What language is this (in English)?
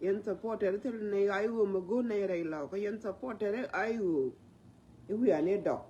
Nuer